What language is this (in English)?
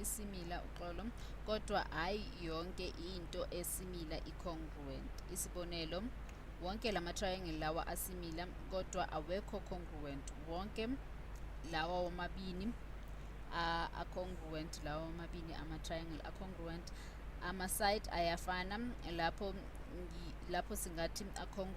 Zulu